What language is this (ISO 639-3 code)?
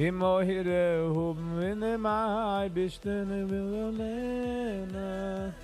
yid